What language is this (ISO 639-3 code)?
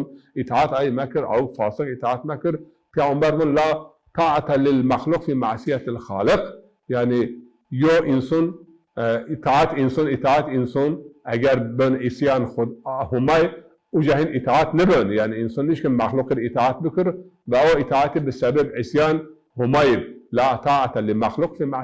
zza